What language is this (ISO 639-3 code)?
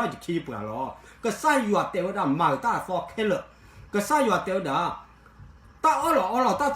ksw